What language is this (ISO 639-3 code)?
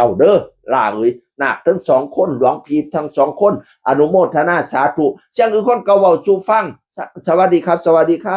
tts